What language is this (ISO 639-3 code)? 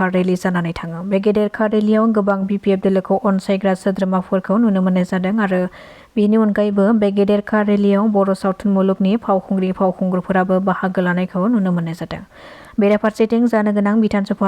brx